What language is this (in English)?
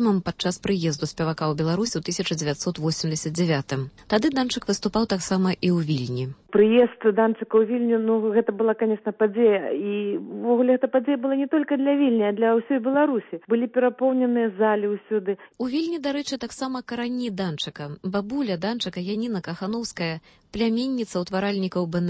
Belarusian